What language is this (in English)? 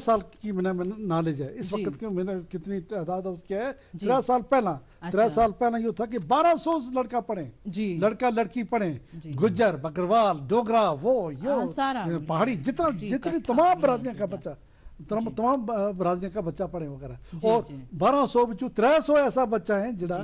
Gujari